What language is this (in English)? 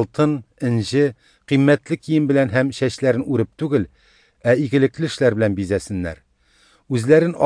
Tatar